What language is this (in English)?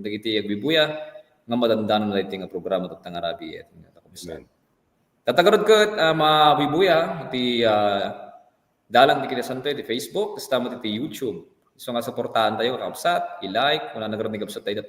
Iloko